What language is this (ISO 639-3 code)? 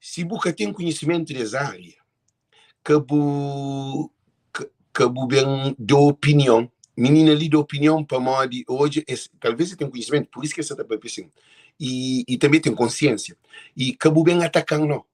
kea